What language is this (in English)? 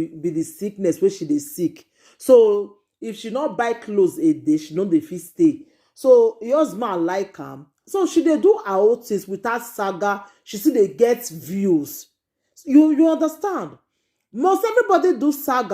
Nigerian Pidgin